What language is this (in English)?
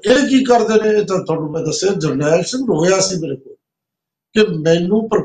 Punjabi